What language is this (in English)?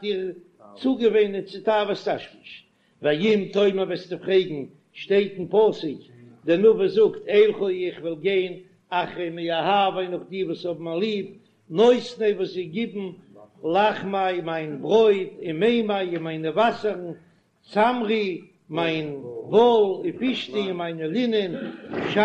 Yiddish